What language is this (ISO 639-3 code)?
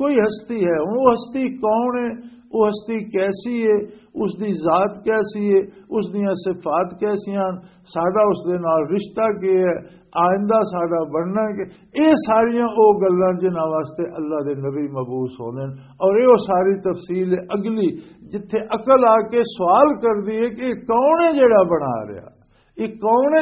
lah